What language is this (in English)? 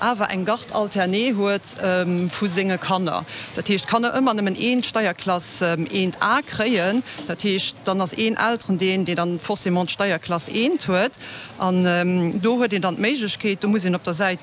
Luxembourgish